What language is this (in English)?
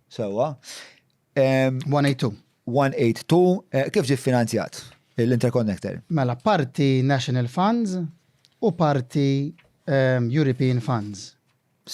Maltese